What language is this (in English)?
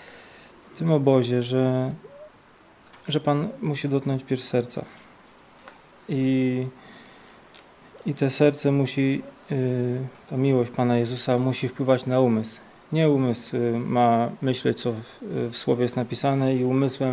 Polish